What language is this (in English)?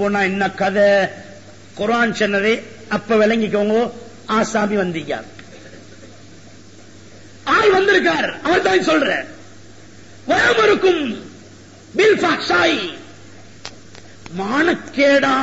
Tamil